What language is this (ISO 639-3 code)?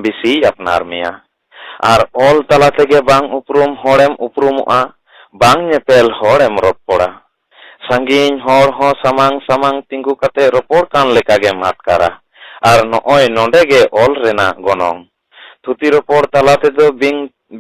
sat